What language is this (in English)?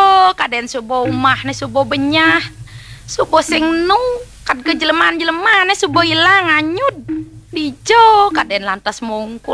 Balinese